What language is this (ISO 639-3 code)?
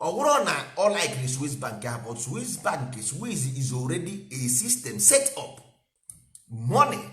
ibo